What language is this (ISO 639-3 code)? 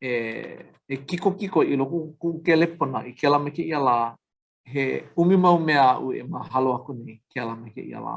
haw